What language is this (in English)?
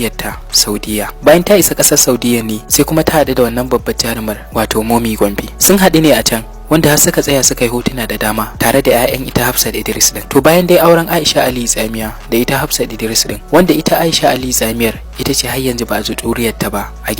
Hausa